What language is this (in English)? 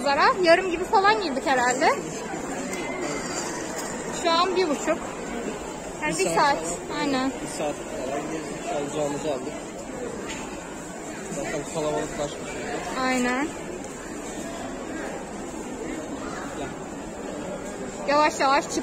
Turkish